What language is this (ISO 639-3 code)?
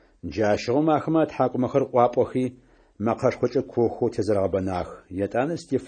ady